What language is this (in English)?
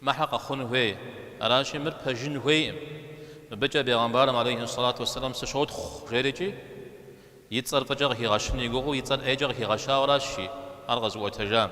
Kabardian